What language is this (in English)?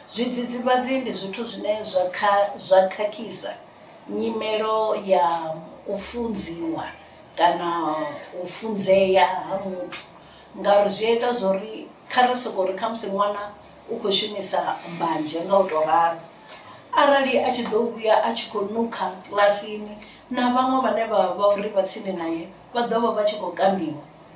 Venda